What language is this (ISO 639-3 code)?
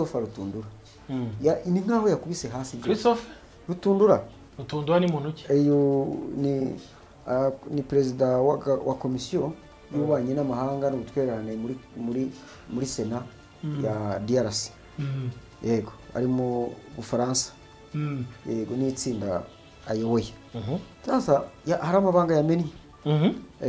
kin